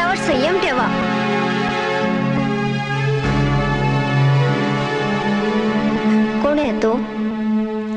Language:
Marathi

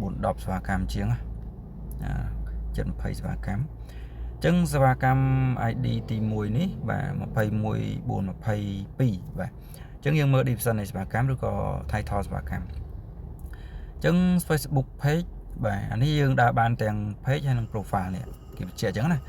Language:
Khmer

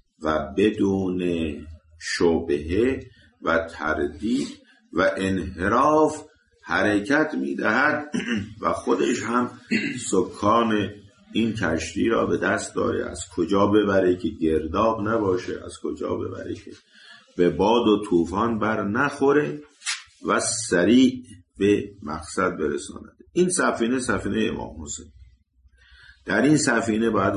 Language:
Persian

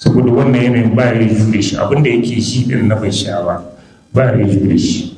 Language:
Hausa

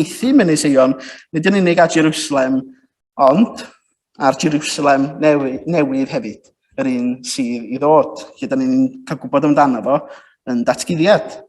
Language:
Welsh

